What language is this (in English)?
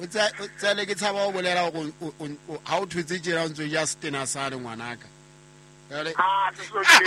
Southern Sotho